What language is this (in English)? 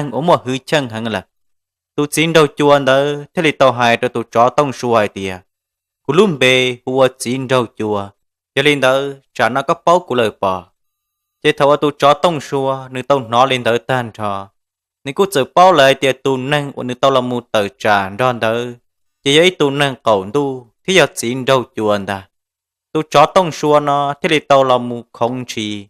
Hmong